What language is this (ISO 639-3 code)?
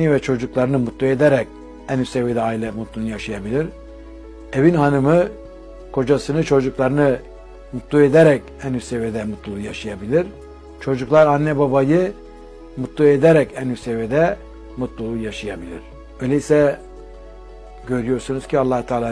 tur